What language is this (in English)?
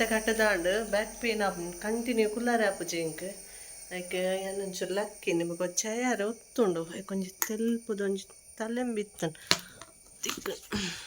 Tulu